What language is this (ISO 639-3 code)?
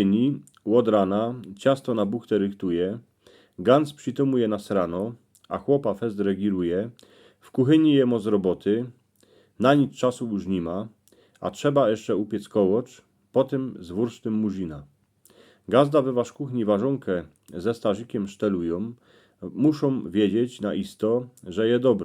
szl